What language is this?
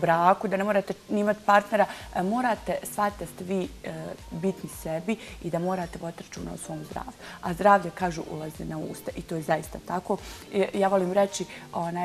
Bosnian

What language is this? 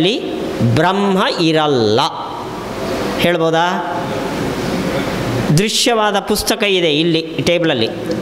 Kannada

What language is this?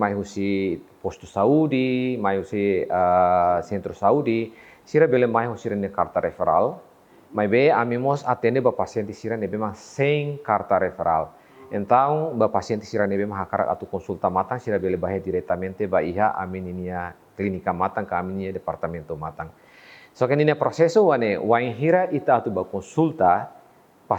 Tetum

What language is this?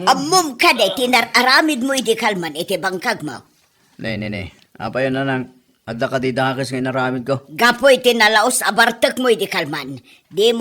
Iloko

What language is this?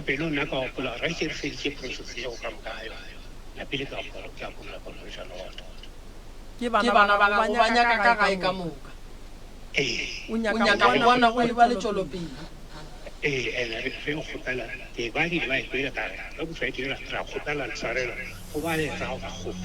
Northern Sotho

